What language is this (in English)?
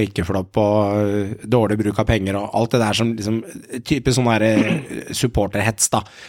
Norwegian